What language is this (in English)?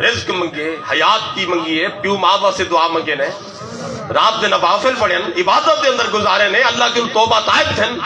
Saraiki